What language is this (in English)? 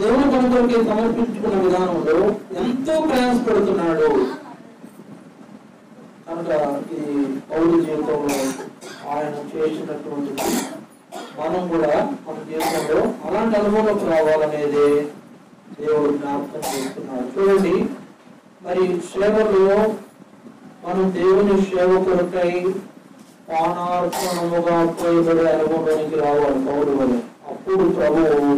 Telugu